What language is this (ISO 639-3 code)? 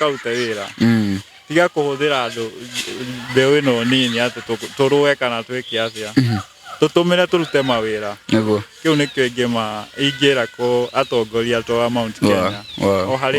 kik